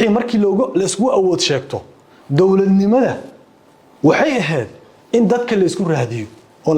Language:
Somali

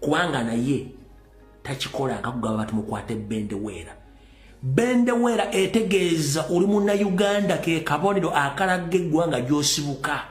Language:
Ganda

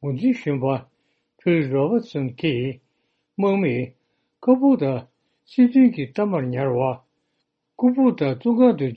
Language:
Tibetan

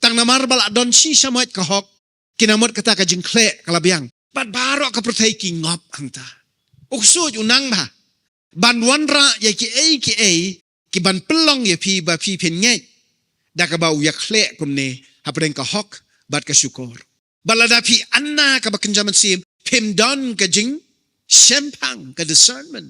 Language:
Khasi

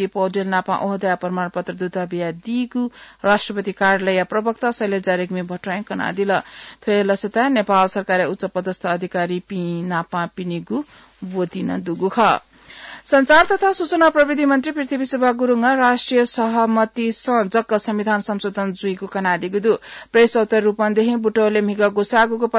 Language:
Newari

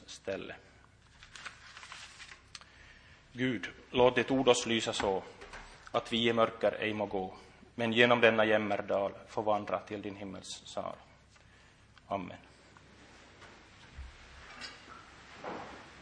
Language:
Swedish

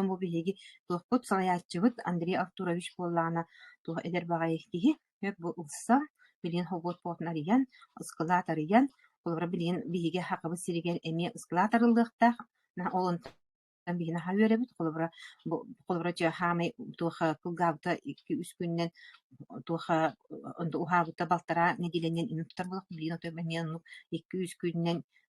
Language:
Yakut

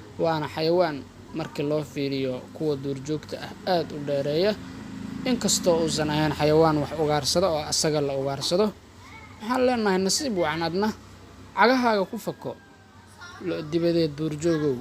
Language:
Somali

